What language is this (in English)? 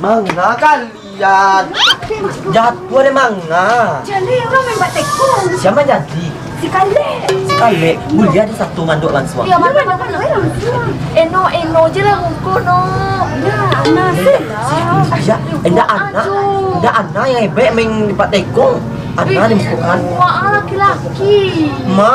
Minangkabau